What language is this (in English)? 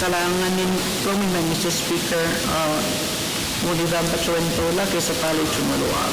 Pohnpeian